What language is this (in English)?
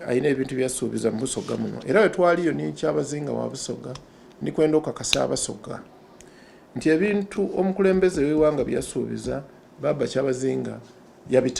Soga